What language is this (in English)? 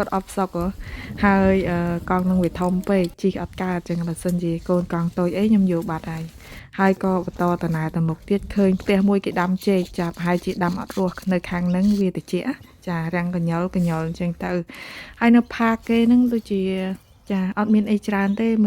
Khmer